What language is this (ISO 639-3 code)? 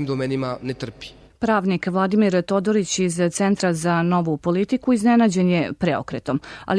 srp